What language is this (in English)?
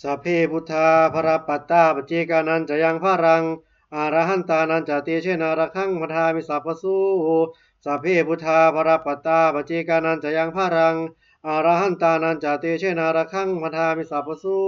Pali